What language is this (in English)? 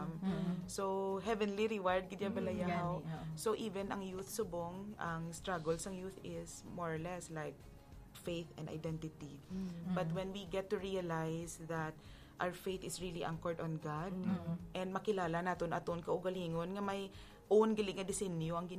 Hiligaynon